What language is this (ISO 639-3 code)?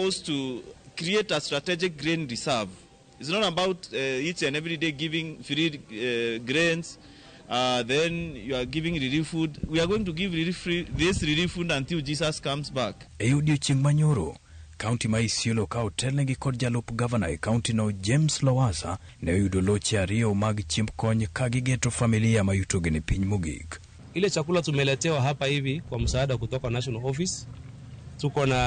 luo